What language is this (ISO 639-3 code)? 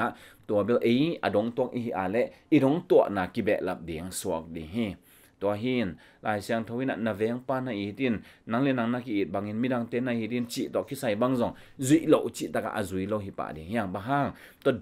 ctd